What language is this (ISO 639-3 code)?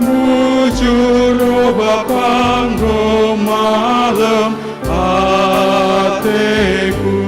btx